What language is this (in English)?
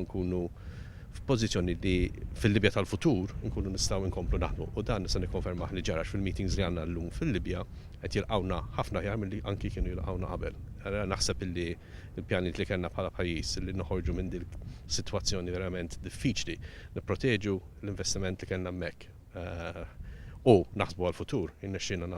Maltese